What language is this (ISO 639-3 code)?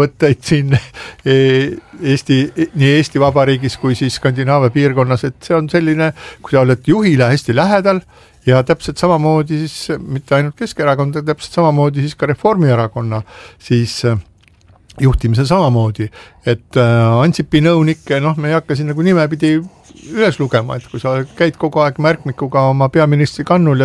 est